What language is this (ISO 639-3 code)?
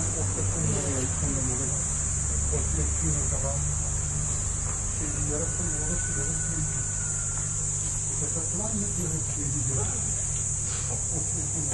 afr